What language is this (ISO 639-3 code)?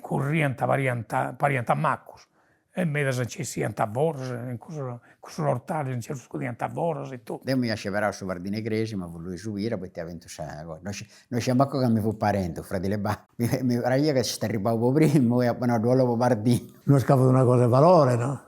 srd